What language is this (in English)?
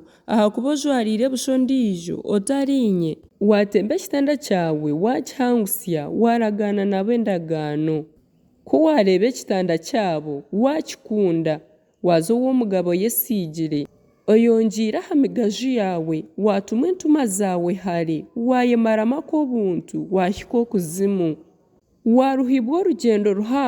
Nyankole